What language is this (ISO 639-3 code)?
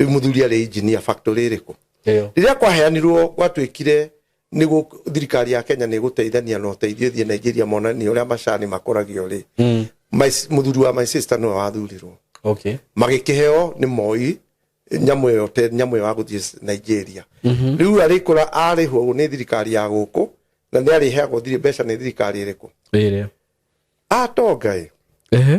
kik